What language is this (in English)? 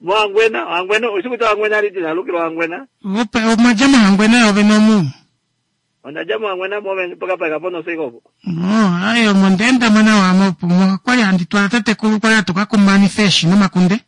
Kuanyama